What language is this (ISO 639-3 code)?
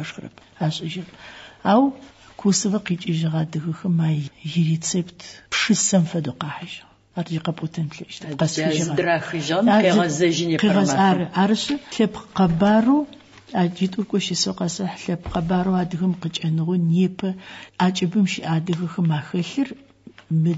ady